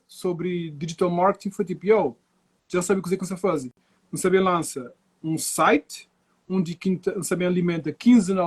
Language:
Kabuverdianu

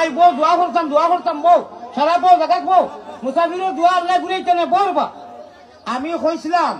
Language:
Sylheti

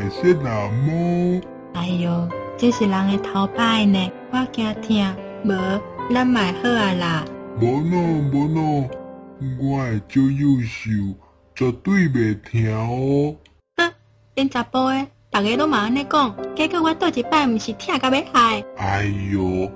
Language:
Min Nan Chinese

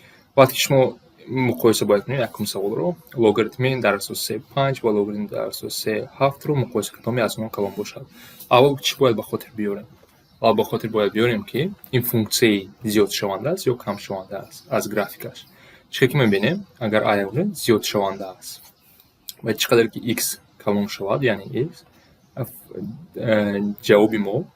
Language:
Tajik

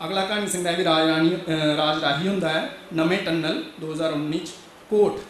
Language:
Dogri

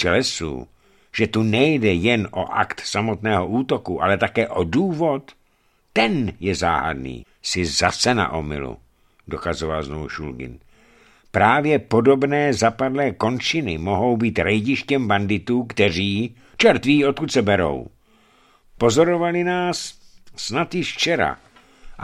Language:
Czech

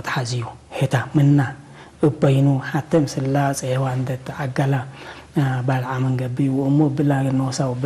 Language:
Tigre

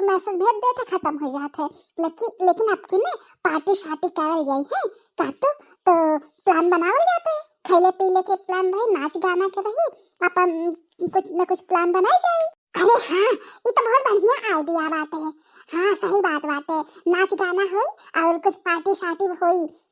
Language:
Bhojpuri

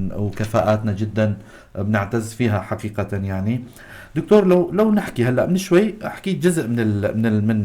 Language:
North Levantine Arabic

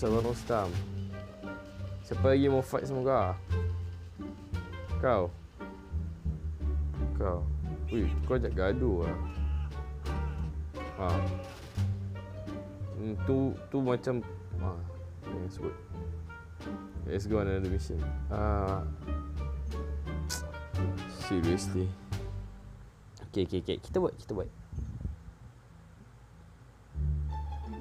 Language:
Malay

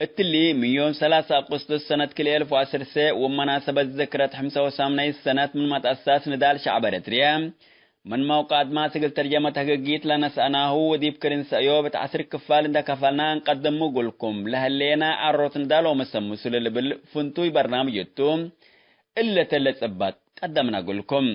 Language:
Tigre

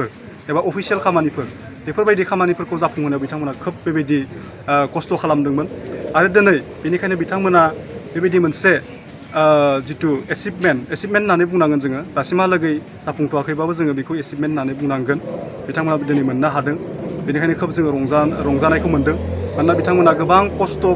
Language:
Bodo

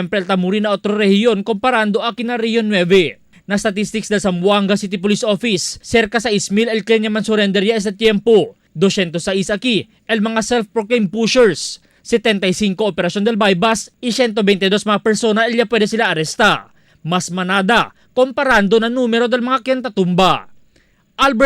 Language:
Chavacano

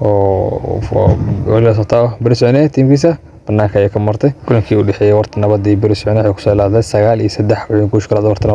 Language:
Somali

